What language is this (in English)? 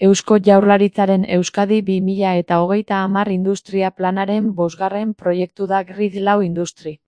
Basque